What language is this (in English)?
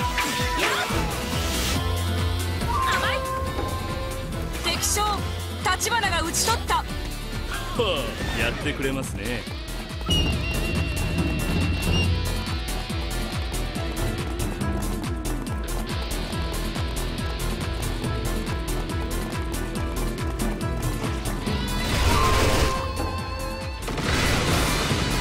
Japanese